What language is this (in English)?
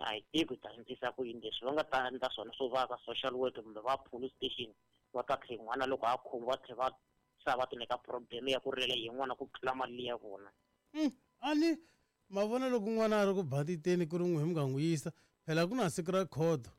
Tsonga